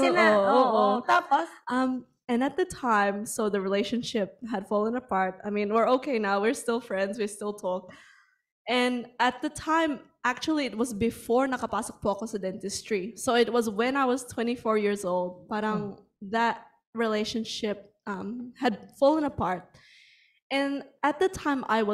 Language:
Filipino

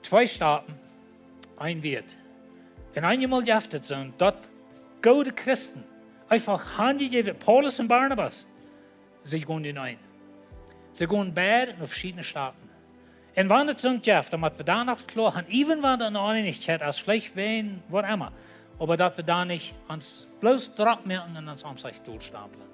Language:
Plautdietsch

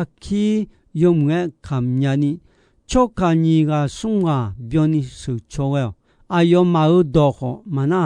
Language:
Akha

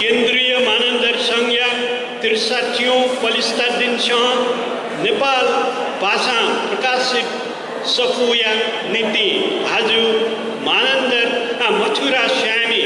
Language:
Newari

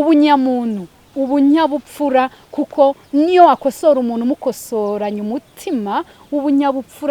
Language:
Kinyarwanda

